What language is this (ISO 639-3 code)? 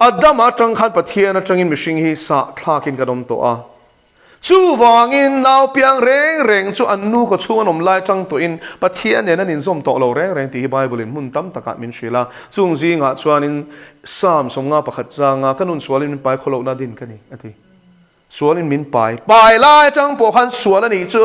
lus